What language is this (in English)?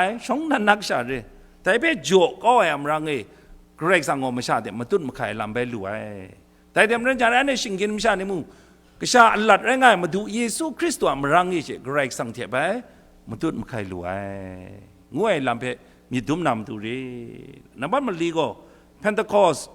Kachin